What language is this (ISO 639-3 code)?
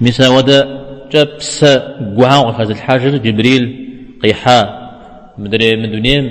kbd